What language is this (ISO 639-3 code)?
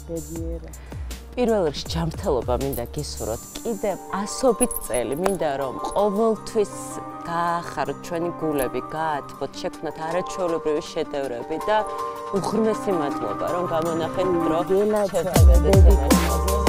kat